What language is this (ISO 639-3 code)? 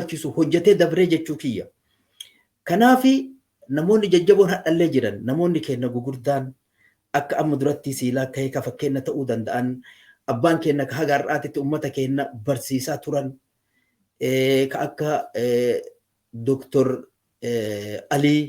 orm